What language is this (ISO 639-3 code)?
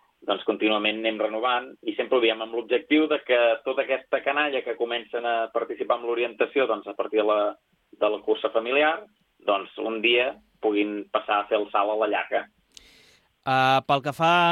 cat